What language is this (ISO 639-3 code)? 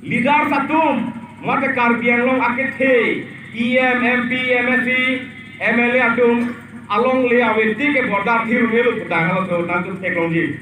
mjw